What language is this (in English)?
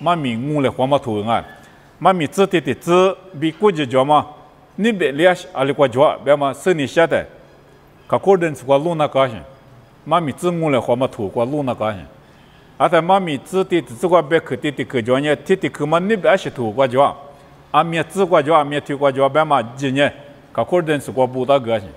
Lisu